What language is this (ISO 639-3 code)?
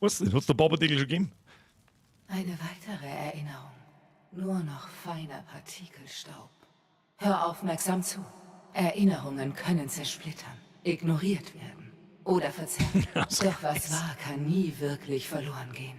bar